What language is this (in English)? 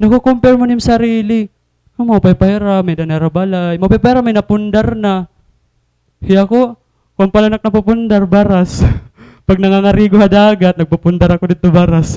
Waray